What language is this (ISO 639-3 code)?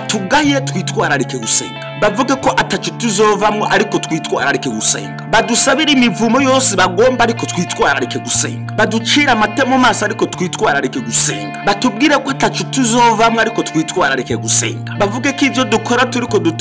run